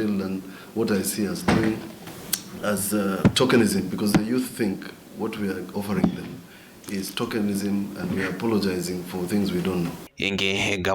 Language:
Kamba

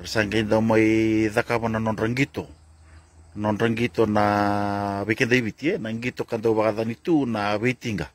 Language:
Fijian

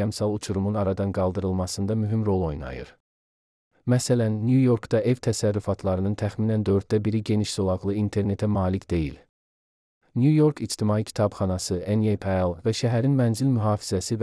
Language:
Azerbaijani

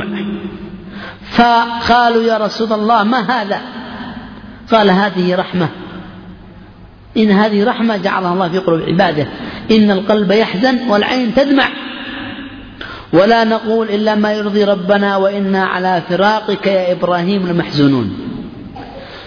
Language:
Arabic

